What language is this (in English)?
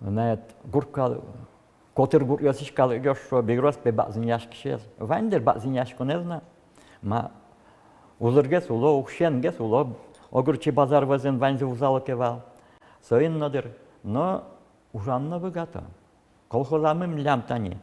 Udmurt